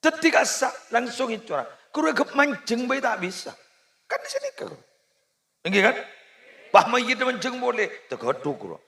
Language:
Madurese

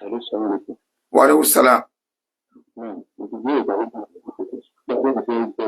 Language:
Yoruba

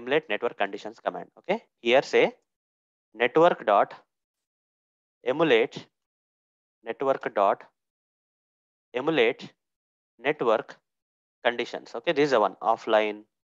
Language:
English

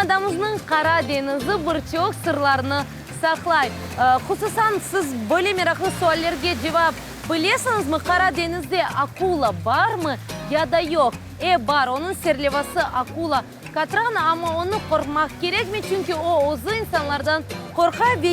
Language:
Crimean Tatar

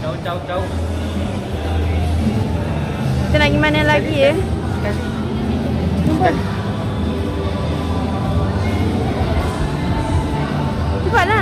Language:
Malay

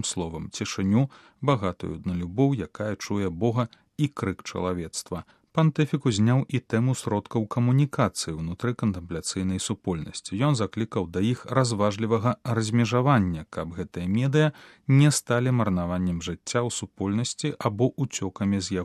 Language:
Belarusian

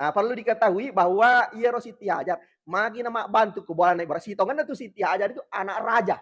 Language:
Buginese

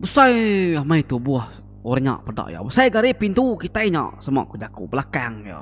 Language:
Iban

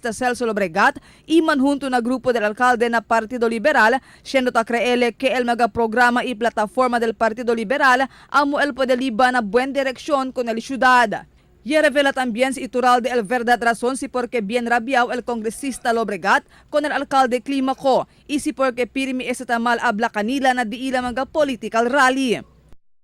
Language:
Chavacano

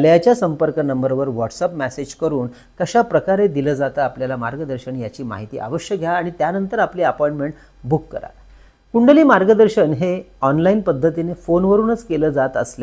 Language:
Marathi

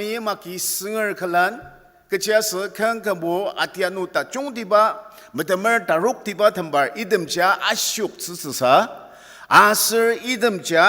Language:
Ao Naga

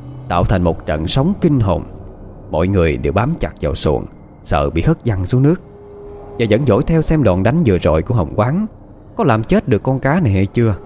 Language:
Vietnamese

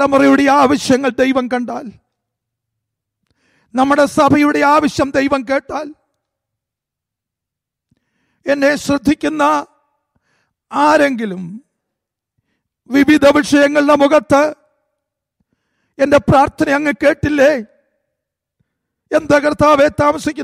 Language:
Malayalam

